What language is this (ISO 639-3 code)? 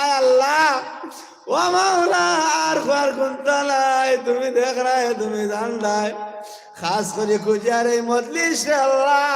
syl